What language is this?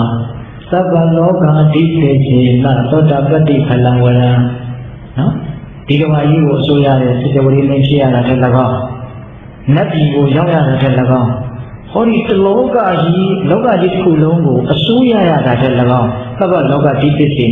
Burmese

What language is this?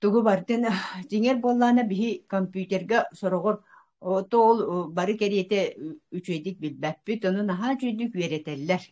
Yakut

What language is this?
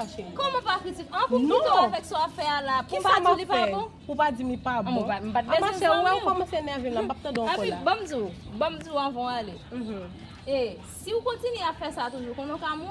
Haitian Creole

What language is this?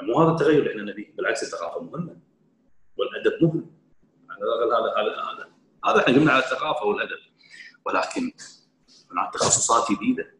Gulf Arabic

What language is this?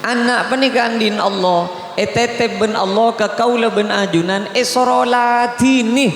Madurese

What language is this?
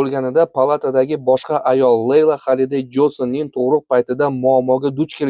Uzbek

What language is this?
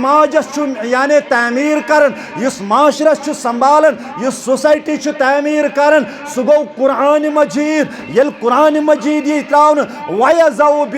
Kashmiri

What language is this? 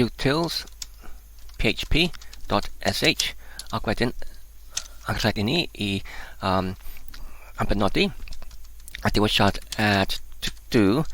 Welsh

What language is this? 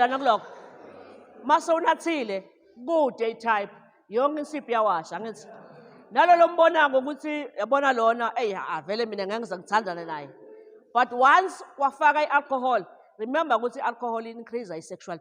Zulu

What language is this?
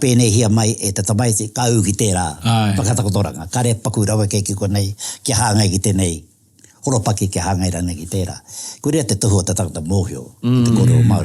Māori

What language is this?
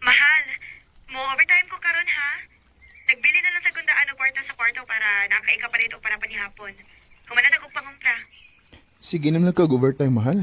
Cebuano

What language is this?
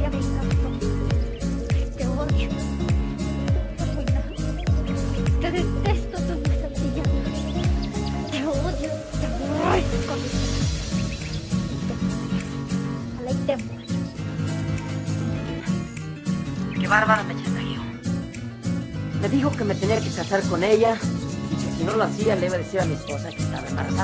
Spanish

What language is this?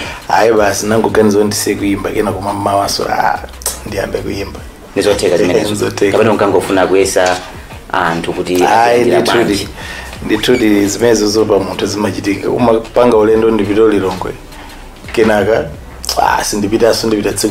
Nyanja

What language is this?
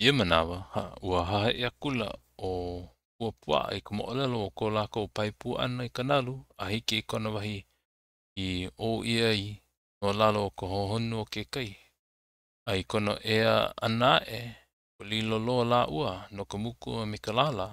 Hawaiian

